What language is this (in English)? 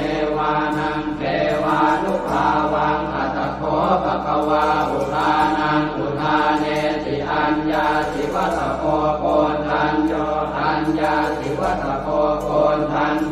Pali